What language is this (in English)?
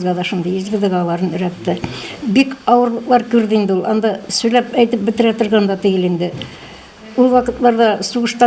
Tatar